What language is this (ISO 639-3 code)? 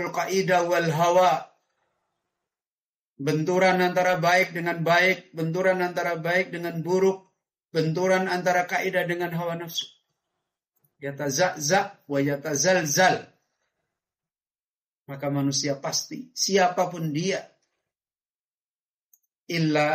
ind